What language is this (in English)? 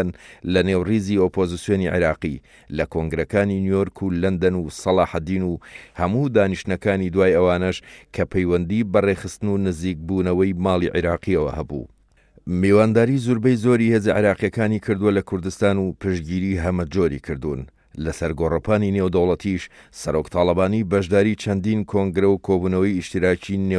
Central Kurdish